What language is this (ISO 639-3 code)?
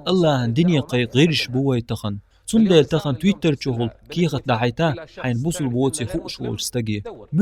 che